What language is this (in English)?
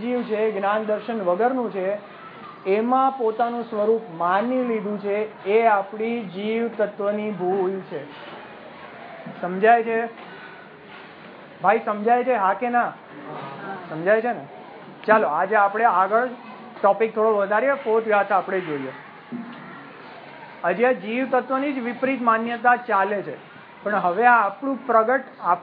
Gujarati